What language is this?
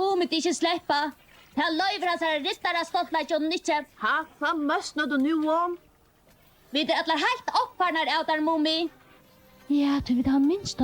Faroese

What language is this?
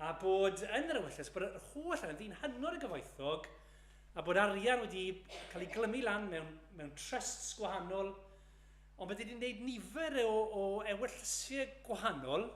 Welsh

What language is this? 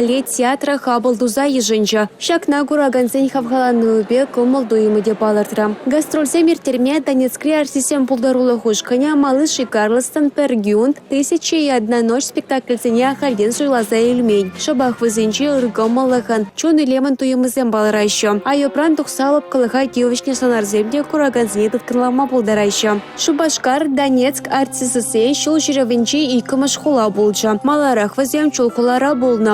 Chuvash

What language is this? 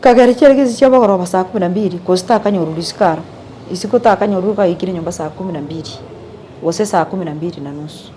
Gusii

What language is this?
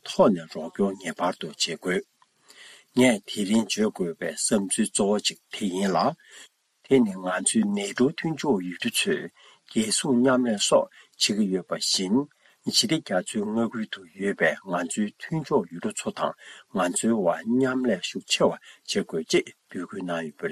Tibetan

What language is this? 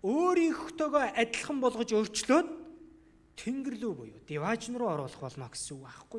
Mongolian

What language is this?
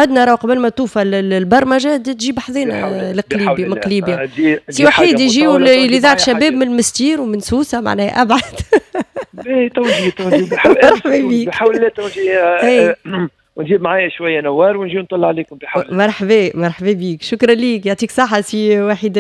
Tunisian Arabic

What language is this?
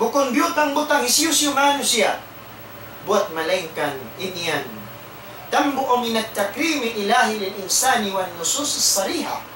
Tausug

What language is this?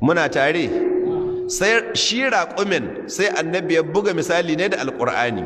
Hausa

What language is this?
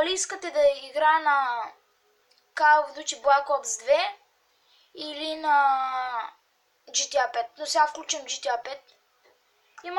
Bulgarian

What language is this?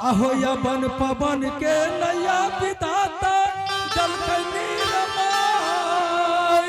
Angika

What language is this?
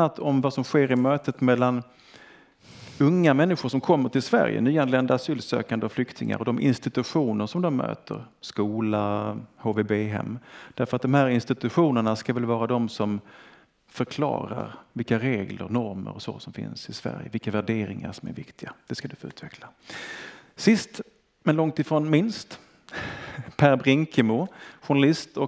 Swedish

